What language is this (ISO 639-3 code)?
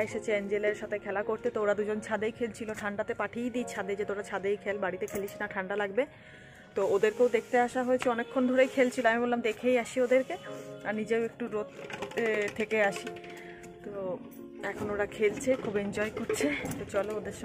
ben